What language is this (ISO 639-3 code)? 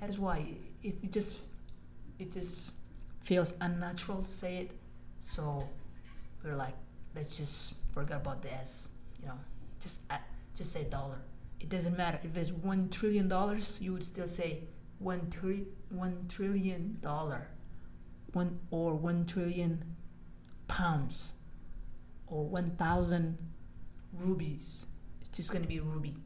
eng